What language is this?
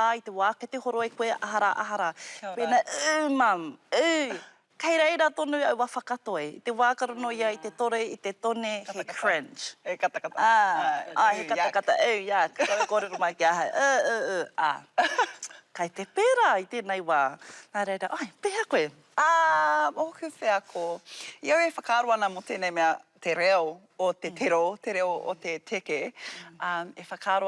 Māori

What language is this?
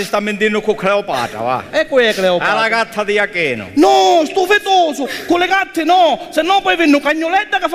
Sicilian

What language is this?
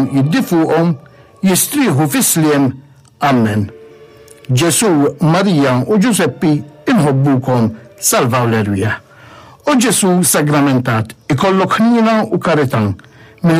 Maltese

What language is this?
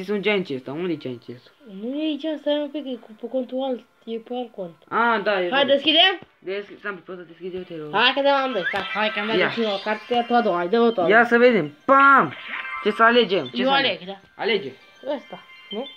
Romanian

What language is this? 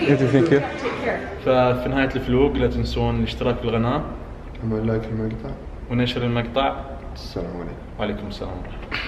Najdi Arabic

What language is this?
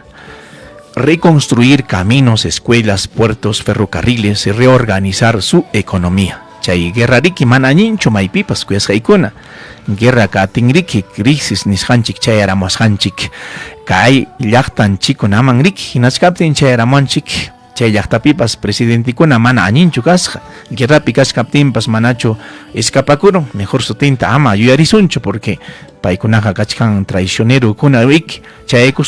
Ayacucho Quechua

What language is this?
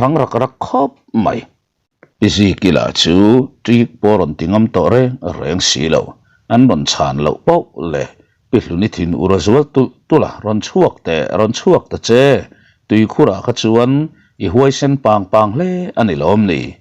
Mizo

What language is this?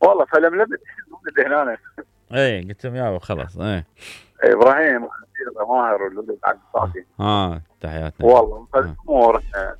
Mesopotamian Arabic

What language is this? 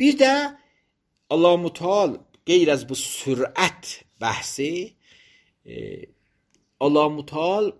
Azerbaijani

